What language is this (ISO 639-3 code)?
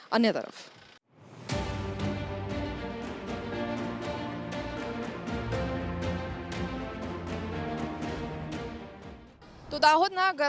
guj